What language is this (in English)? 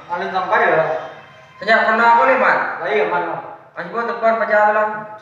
Minangkabau